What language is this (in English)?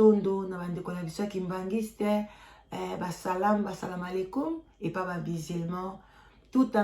Lingala